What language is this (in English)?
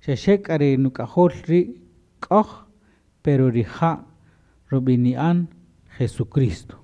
Kaqchikel